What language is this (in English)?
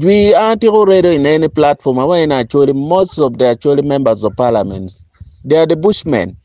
Acoli